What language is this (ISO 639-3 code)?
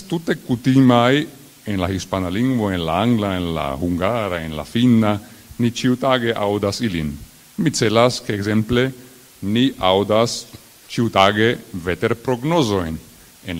epo